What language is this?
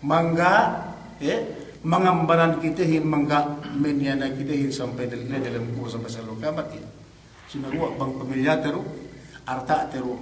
Yakan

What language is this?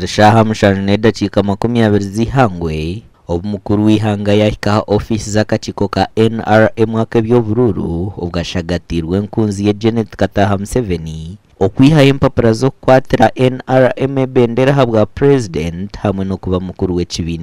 Nyankole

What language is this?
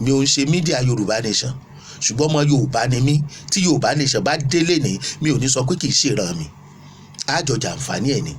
Yoruba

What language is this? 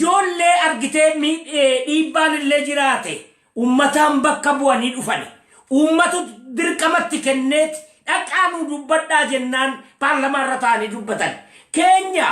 Oromo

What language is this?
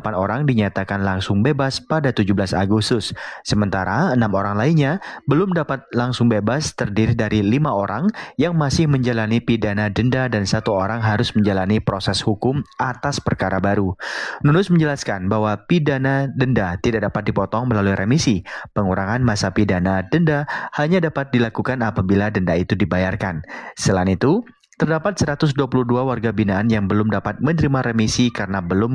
Indonesian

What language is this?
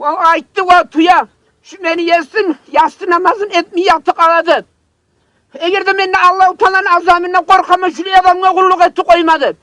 Kumyk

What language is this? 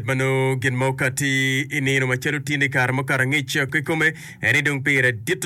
Acoli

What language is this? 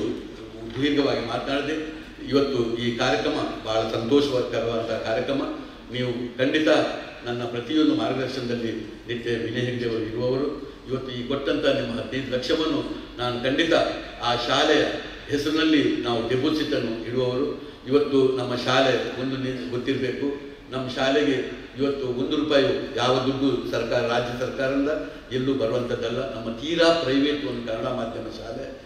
Kannada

